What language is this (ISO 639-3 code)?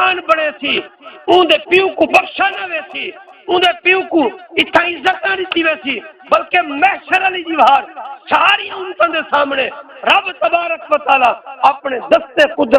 skr